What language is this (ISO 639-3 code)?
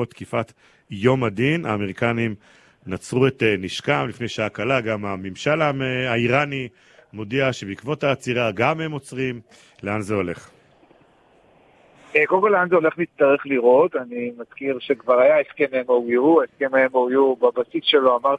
heb